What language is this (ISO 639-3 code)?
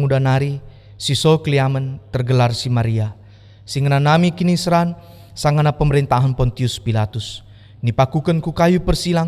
btx